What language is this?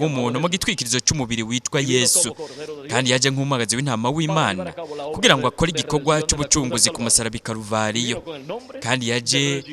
Rundi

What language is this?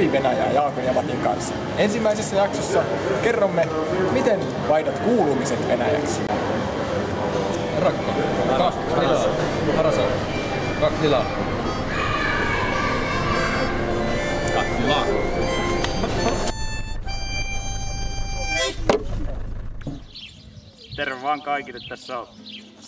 Finnish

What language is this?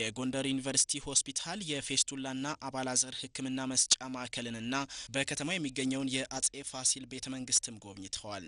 Amharic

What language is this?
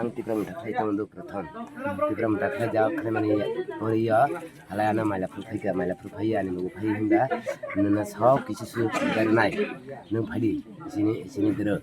Kok Borok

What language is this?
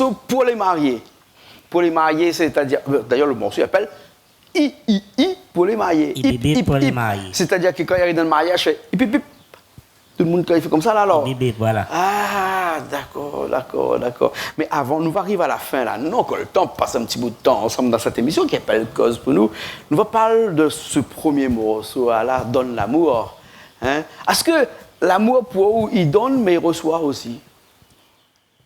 Réunion Creole French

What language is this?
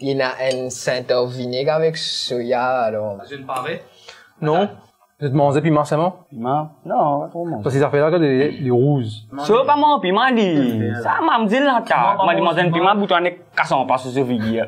Morisyen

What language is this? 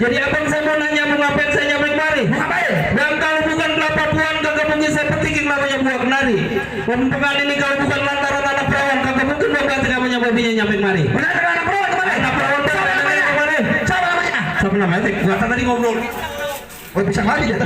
Betawi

